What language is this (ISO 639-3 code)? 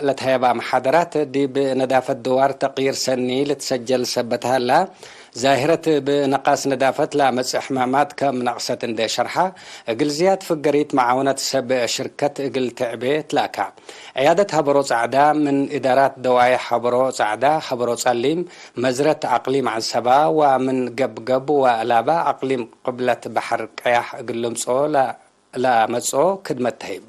tig